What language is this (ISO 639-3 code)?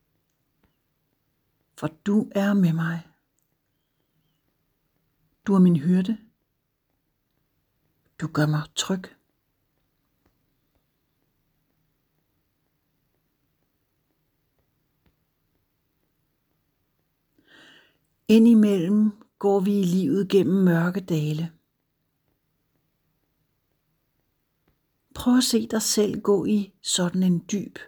dan